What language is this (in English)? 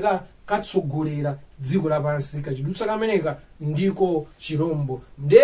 Nyanja